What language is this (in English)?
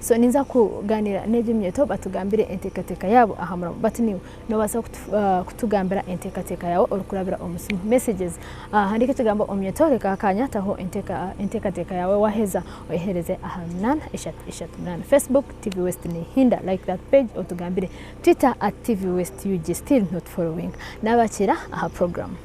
Nyankole